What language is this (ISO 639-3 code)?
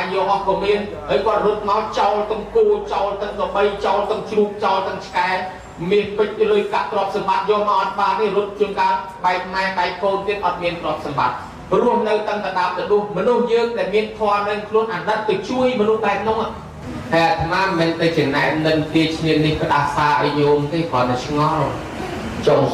khm